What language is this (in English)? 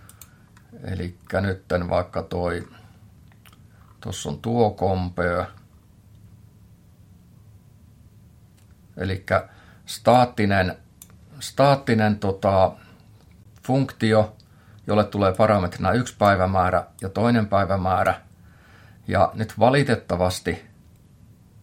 Finnish